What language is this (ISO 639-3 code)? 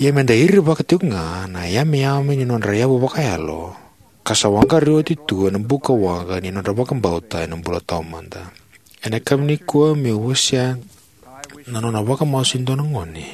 fij